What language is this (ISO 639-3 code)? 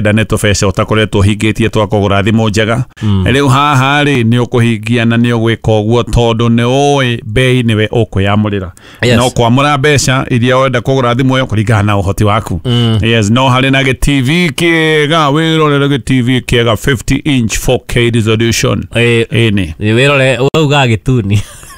kik